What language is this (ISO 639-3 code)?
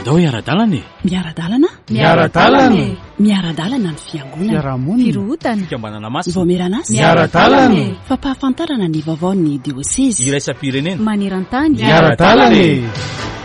mlg